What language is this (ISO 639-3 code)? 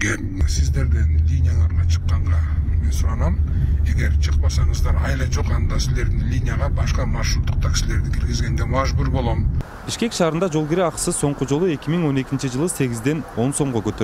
kir